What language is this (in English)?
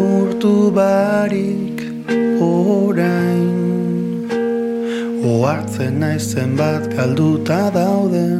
Basque